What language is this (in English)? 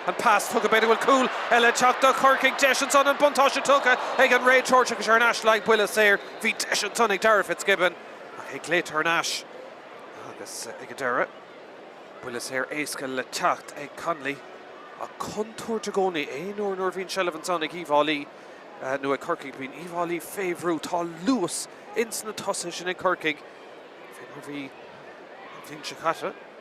Irish